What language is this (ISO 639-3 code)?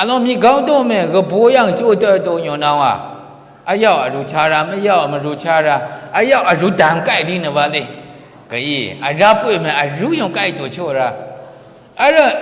mhx